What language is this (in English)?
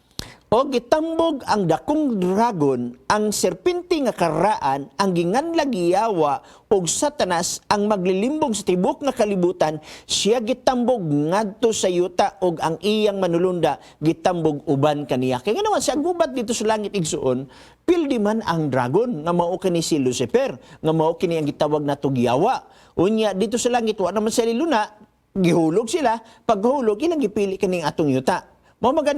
Cebuano